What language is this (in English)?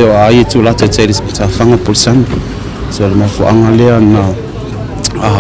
Samoan